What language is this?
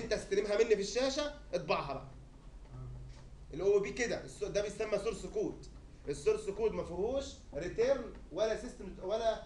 Egyptian Arabic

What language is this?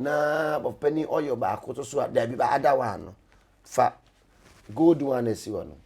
Akan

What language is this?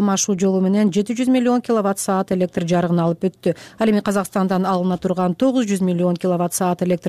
Kyrgyz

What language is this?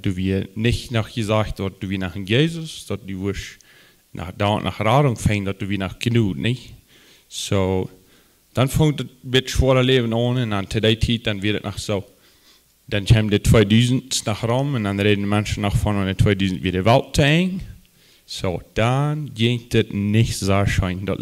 Plautdietsch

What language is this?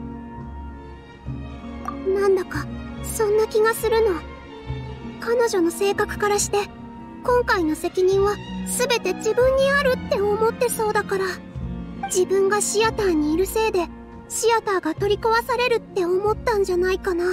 Japanese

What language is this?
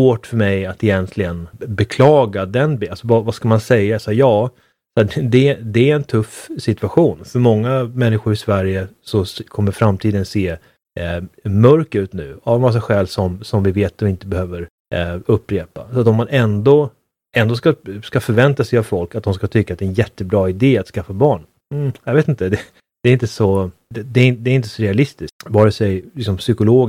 Swedish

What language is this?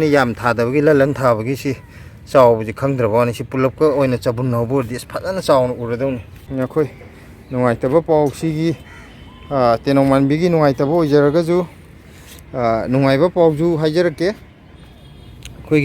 Manipuri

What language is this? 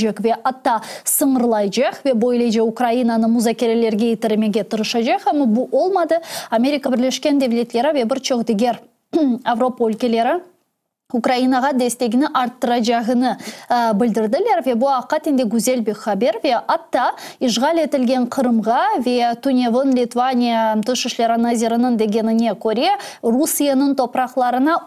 Crimean Tatar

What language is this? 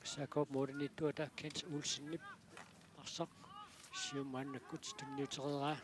Kalaallisut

